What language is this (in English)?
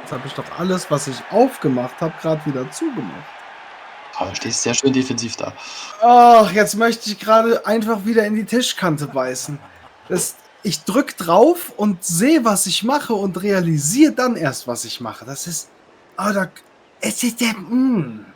Swiss German